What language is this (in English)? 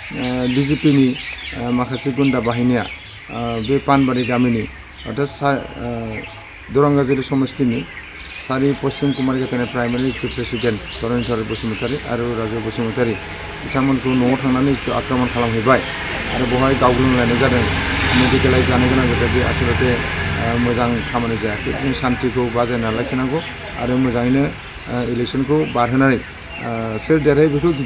Bodo